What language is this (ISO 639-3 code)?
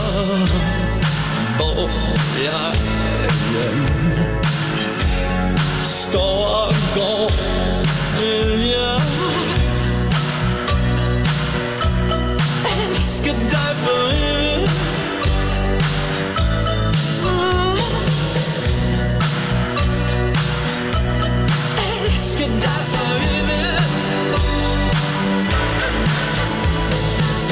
dan